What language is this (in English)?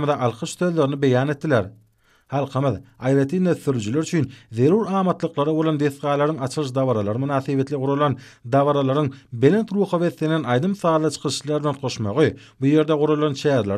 Turkmen